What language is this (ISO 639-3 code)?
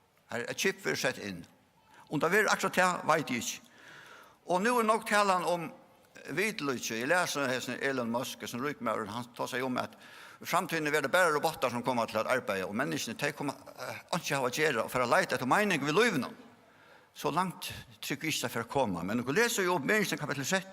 fao